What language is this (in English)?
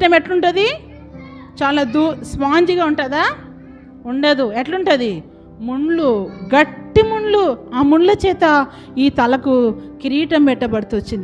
Telugu